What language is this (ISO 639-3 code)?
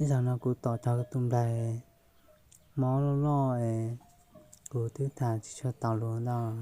hmn